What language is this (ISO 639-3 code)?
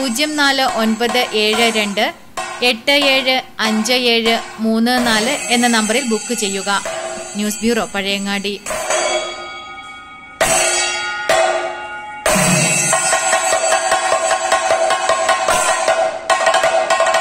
mal